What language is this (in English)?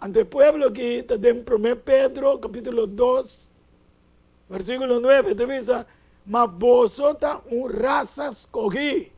Papiamento